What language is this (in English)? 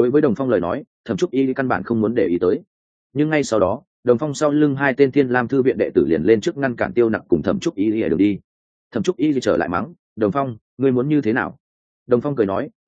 Vietnamese